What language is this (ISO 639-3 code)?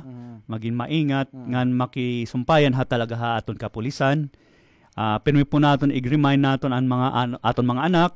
war